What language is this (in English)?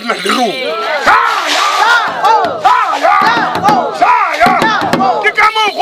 Tswana